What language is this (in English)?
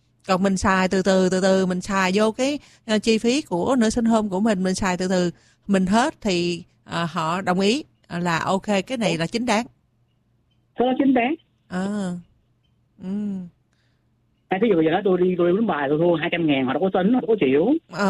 Vietnamese